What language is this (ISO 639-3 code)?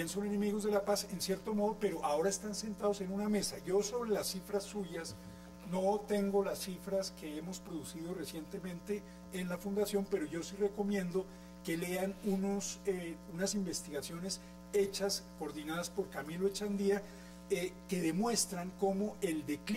spa